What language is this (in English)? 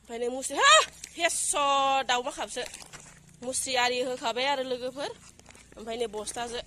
Bodo